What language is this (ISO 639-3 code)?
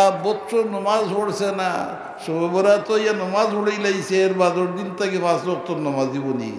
syl